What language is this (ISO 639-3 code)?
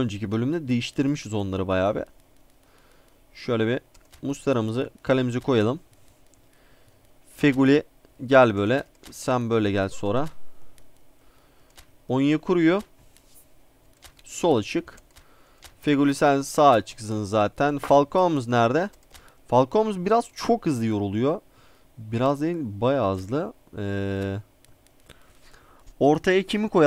tur